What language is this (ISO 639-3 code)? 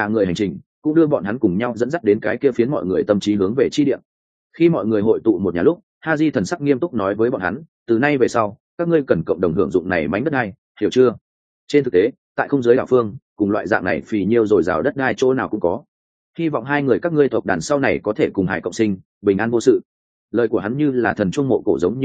vie